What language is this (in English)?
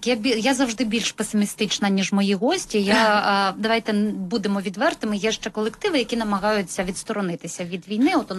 Ukrainian